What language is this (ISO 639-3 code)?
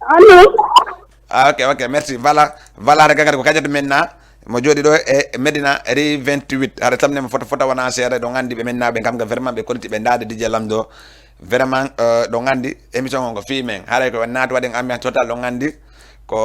ful